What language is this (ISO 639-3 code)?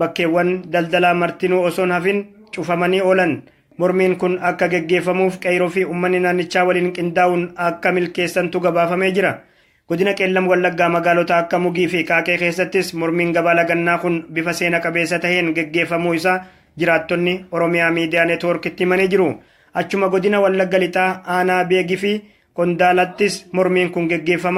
orm